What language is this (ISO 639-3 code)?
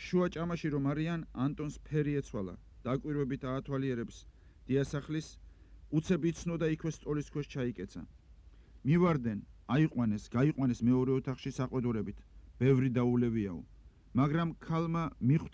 kat